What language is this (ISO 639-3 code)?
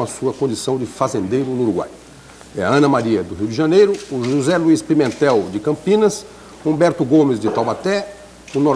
por